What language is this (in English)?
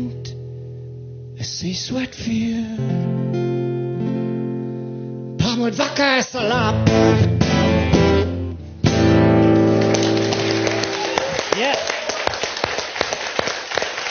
Afrikaans